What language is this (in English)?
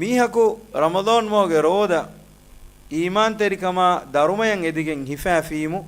Divehi